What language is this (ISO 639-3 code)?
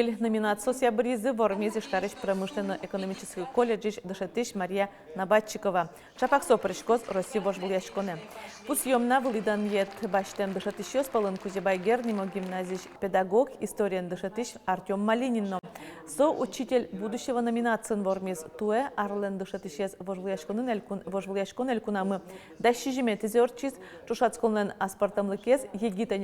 udm